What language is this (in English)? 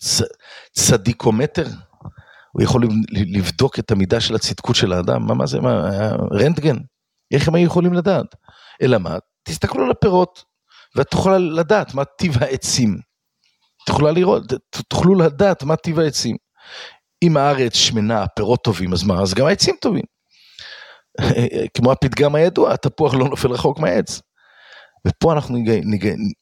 Hebrew